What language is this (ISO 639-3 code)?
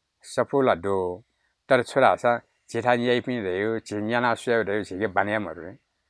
new